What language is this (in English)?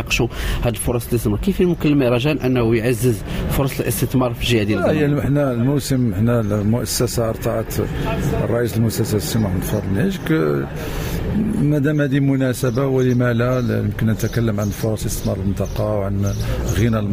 Moroccan Arabic